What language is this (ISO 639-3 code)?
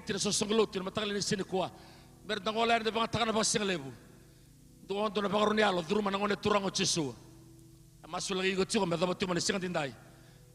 fij